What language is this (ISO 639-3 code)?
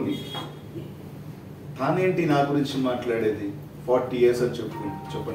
tel